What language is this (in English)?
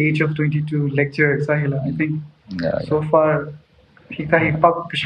Tangkhul Naga (India)